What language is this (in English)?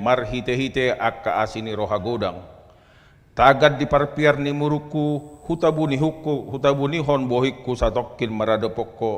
Batak Toba